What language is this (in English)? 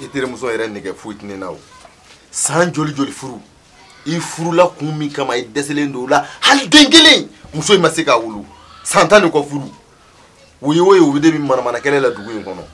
Bambara